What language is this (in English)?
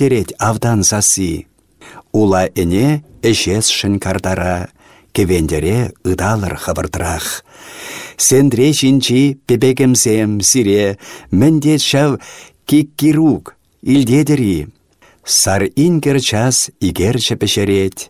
Chuvash